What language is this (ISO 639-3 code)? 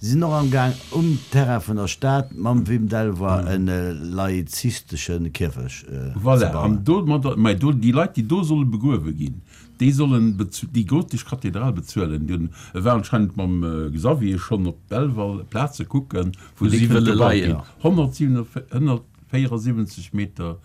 ltz